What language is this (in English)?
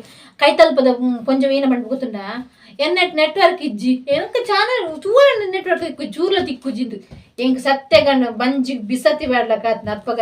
Tulu